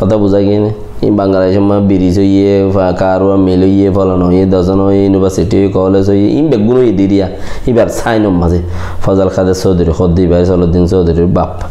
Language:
Rohingya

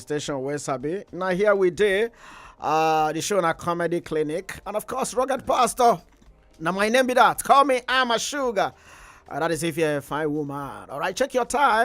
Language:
Nigerian Pidgin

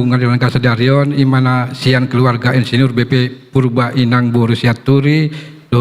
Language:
Batak Toba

